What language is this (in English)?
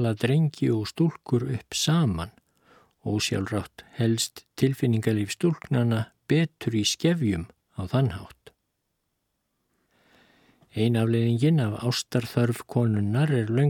Icelandic